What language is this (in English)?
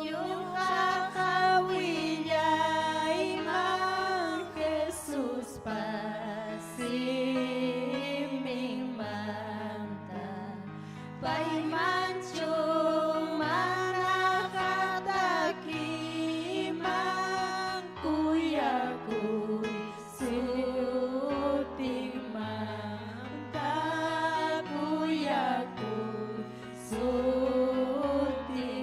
Ayacucho Quechua